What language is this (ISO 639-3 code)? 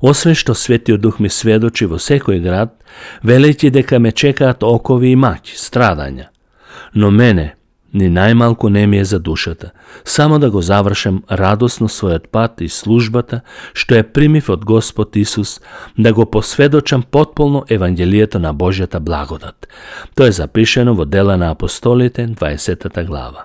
mkd